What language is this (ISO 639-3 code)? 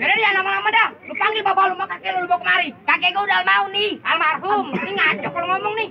bew